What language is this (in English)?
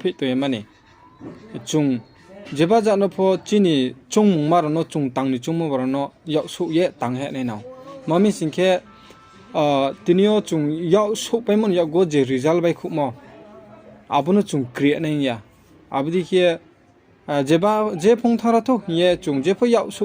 Riang (India)